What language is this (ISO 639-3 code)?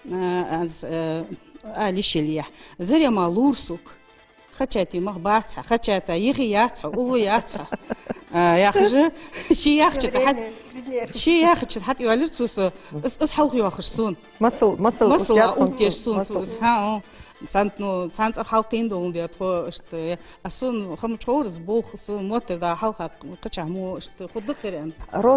inh